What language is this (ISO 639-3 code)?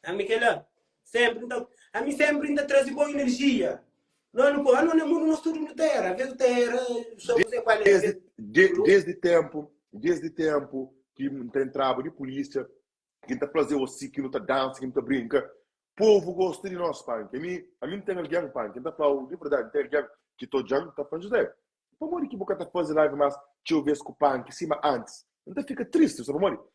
kea